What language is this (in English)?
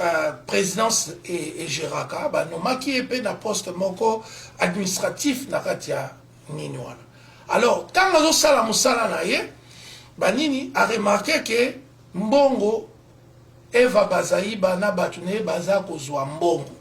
Lingala